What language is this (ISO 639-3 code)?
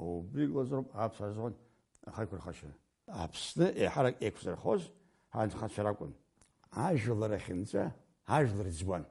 abk